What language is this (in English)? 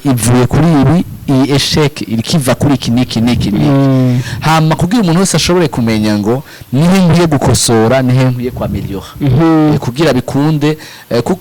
Rundi